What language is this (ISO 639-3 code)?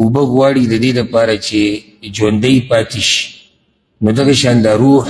pus